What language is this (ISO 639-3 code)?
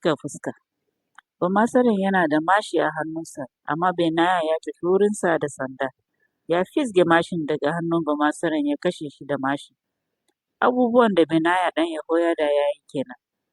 hau